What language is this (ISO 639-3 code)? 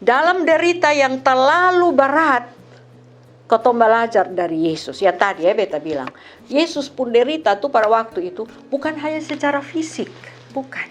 mkn